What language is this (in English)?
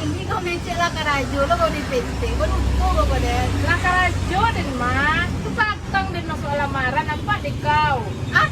Minangkabau